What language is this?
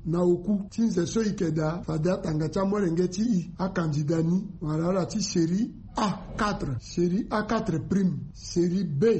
Sango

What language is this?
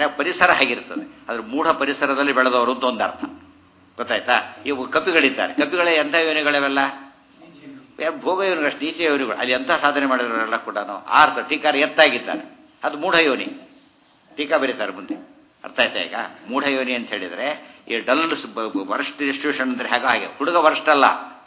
Kannada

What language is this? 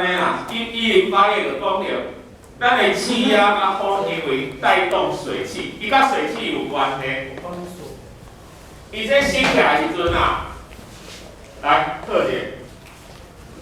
Min Nan Chinese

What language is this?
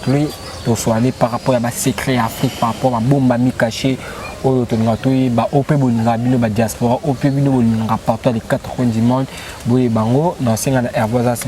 Lingala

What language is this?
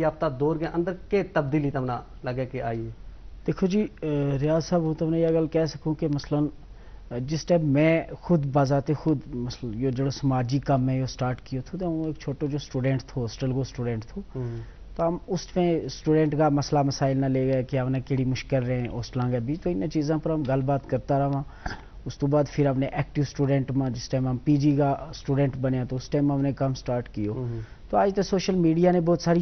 Gujari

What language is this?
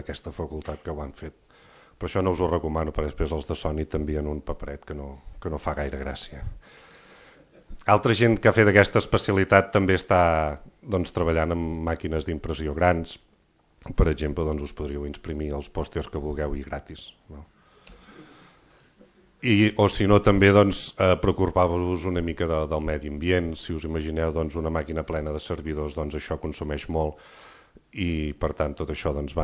Catalan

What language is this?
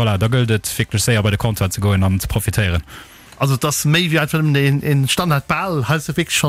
Luxembourgish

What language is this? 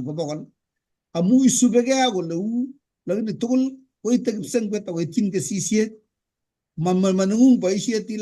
Kalenjin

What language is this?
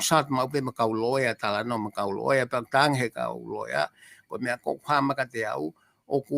Tongan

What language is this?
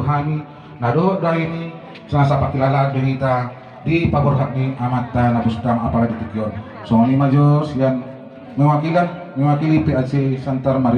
Batak Toba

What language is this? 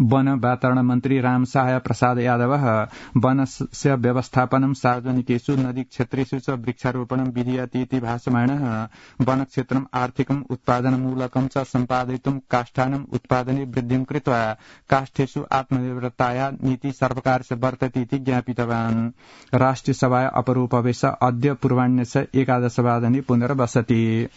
Sanskrit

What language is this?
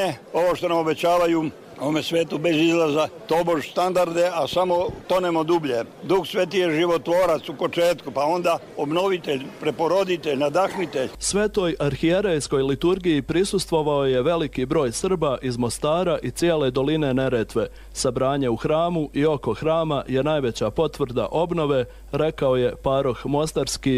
Bosnian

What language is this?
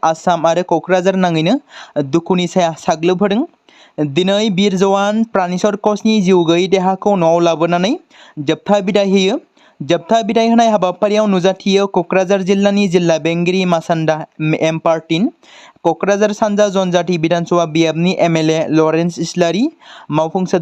Bodo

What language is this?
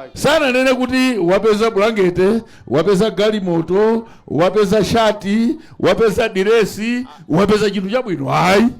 Nyanja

